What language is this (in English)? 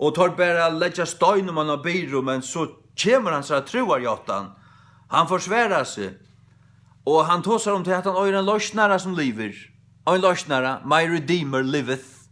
Faroese